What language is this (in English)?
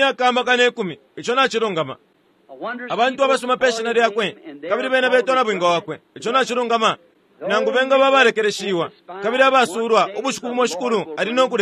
Bemba